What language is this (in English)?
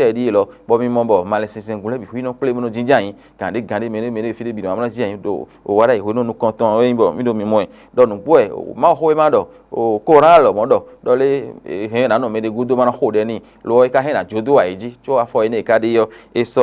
Fon